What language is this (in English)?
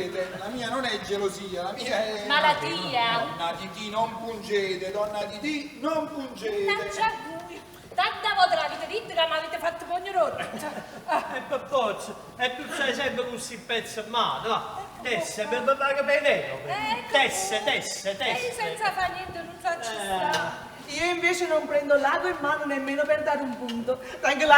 Neapolitan